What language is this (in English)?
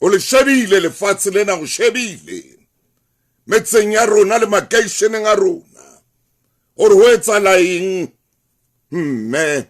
Southern Sotho